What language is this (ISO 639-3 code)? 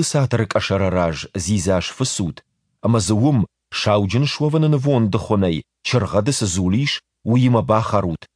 oss